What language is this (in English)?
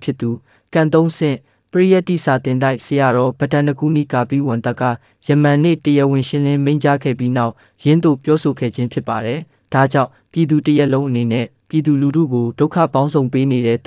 Burmese